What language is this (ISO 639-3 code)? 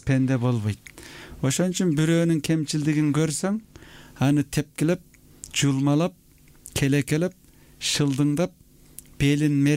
kir